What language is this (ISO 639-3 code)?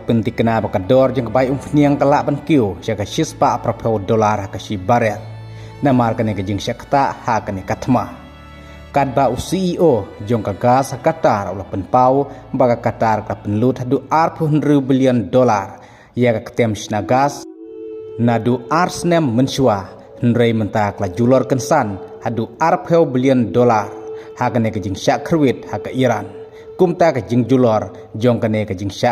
kha